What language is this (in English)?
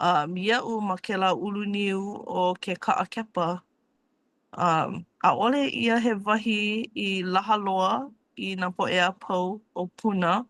Hawaiian